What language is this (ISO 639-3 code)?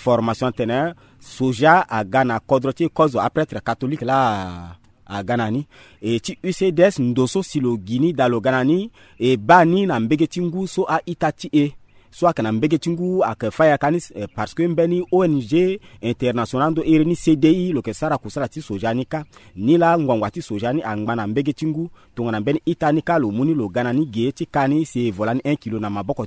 sag